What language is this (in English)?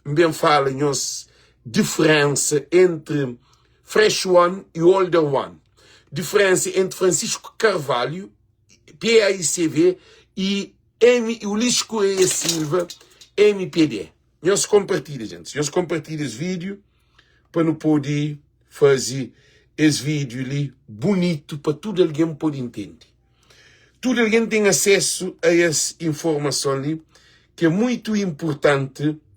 Kabuverdianu